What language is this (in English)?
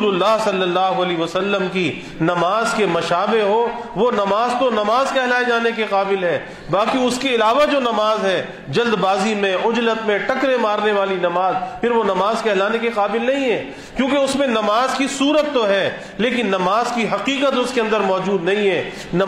Urdu